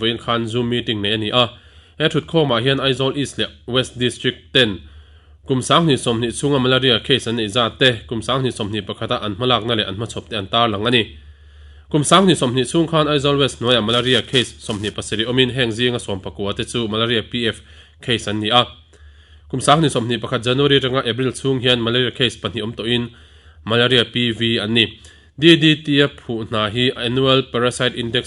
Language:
Mizo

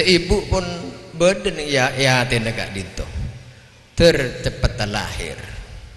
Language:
Madurese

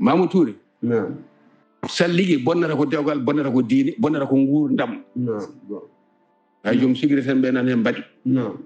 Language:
Fula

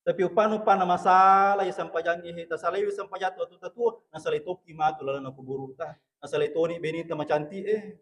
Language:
Buginese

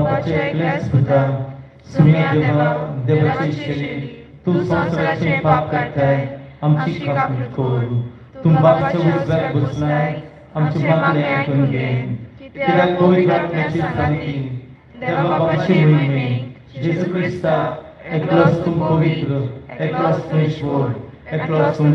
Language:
Konkani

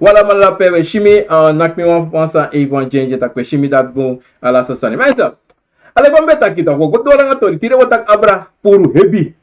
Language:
Sranan Tongo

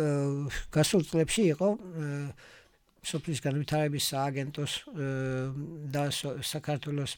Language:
Georgian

